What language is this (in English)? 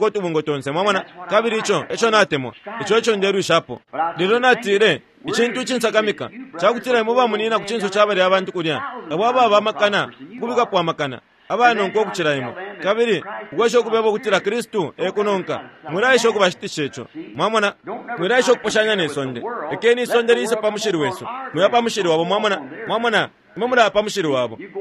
Bemba